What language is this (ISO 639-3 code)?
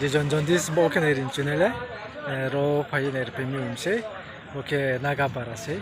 ria